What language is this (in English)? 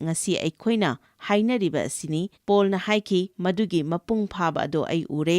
Manipuri